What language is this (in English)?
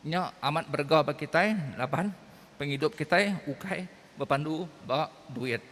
Iban